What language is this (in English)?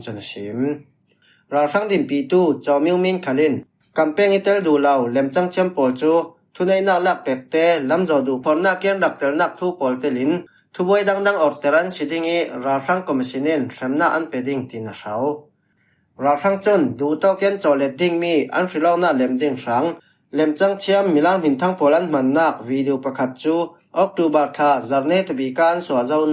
Falam Chin